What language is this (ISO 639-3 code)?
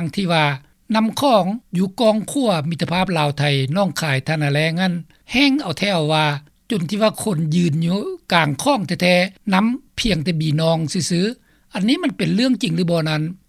lao